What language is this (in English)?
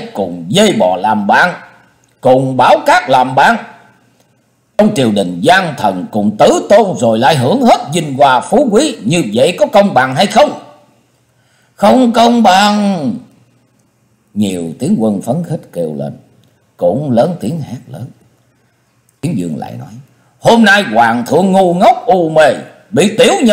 Vietnamese